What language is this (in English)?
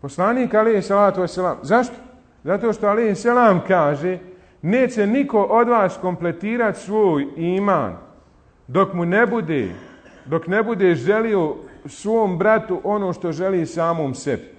Bosnian